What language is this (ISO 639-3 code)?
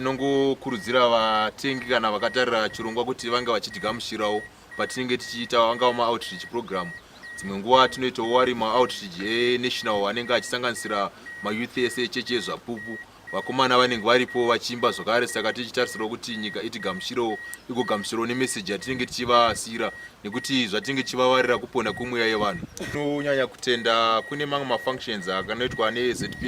sna